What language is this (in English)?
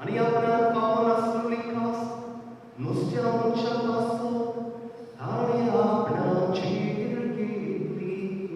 Konkani